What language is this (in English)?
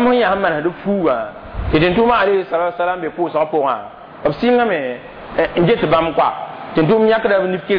Mossi